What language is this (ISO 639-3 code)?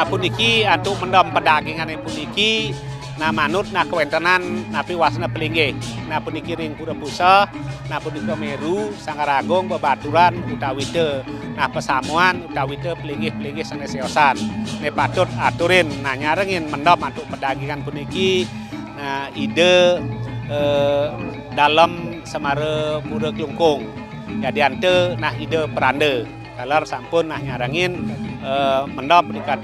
ban